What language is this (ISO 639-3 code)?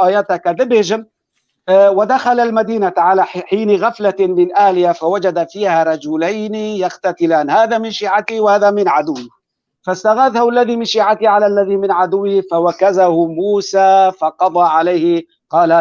kur